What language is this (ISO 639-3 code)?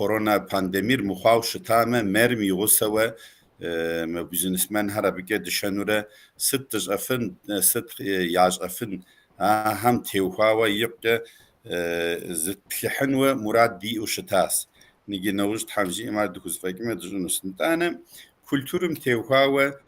kbd